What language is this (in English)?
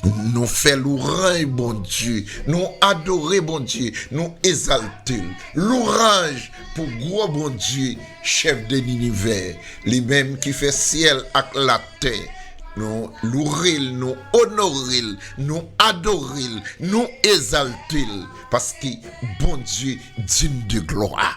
Haitian Creole